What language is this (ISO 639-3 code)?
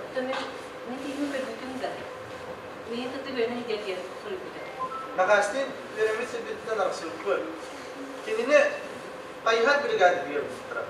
sah